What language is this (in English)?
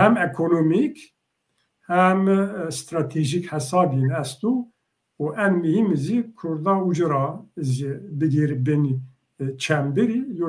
Zaza